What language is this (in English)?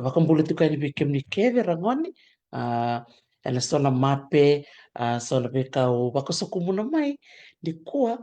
Fijian